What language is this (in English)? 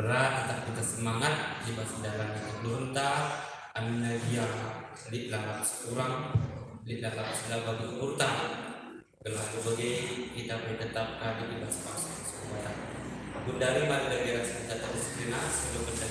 Batak Karo